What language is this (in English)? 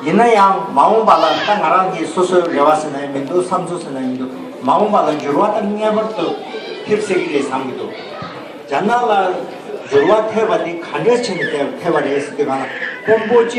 Tibetan